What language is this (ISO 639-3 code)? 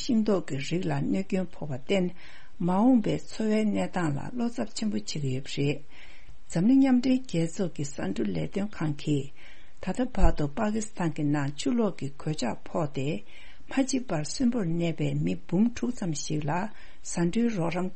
bod